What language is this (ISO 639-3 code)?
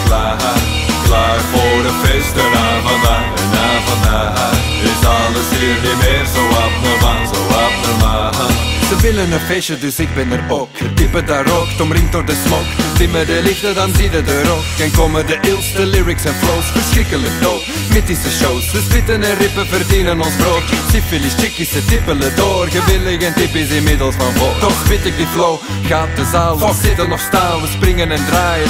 nld